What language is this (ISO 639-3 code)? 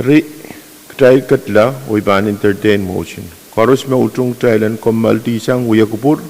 pon